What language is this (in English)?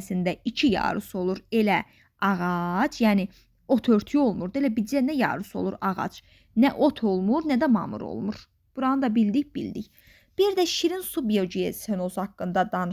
Azerbaijani